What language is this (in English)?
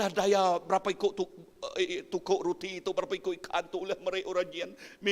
Iban